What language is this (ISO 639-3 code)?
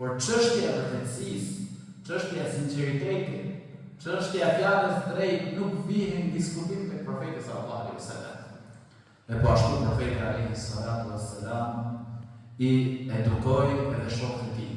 sqi